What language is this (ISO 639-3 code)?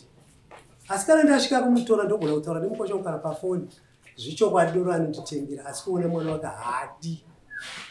sna